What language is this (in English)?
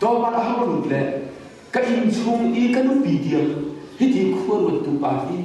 Hakha Chin